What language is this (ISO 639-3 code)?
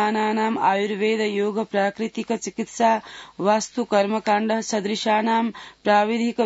san